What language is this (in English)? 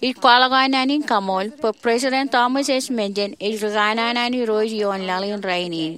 Marshallese